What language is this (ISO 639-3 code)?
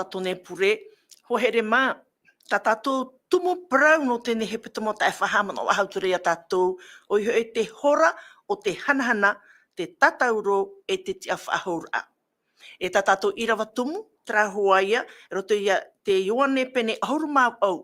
tah